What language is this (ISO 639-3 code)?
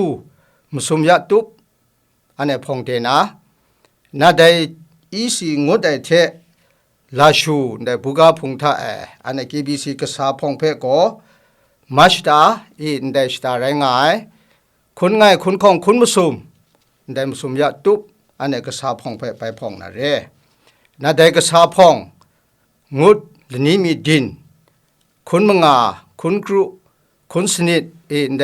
kac